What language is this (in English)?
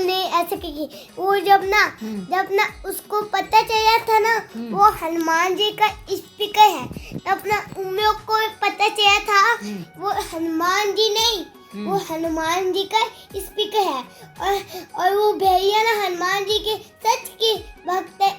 Chhattisgarhi